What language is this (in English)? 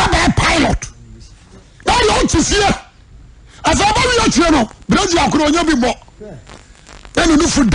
Akan